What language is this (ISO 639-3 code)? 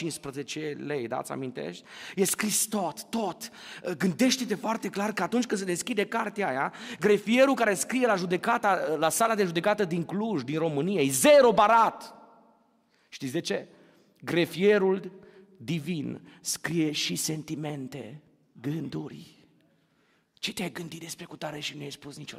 ron